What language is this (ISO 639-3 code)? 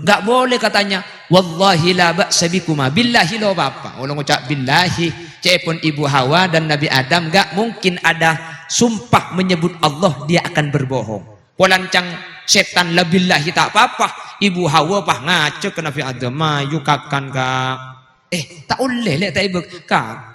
mad